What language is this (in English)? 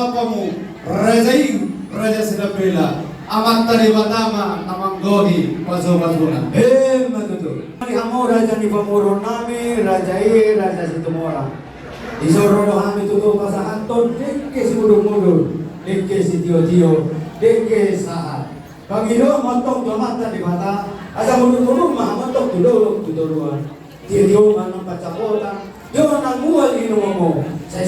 Batak Toba